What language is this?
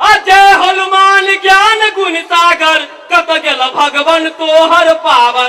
Maithili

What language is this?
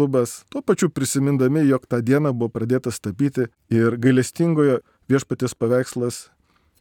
Lithuanian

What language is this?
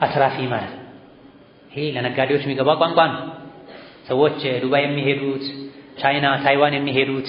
Amharic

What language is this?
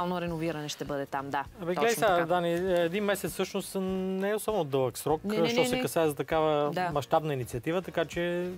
Bulgarian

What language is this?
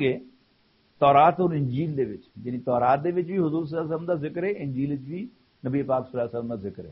Western Panjabi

